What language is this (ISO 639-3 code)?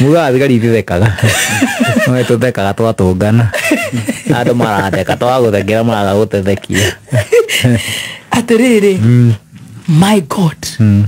kik